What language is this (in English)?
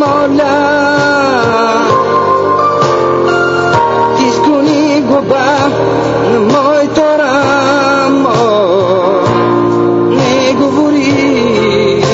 Bulgarian